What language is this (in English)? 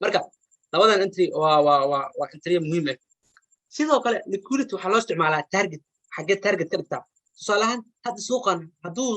Somali